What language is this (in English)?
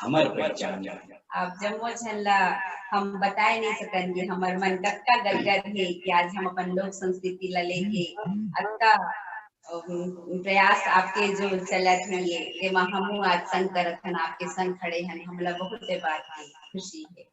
Chhattisgarhi